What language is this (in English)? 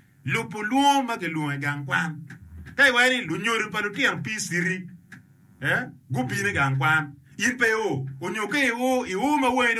Acoli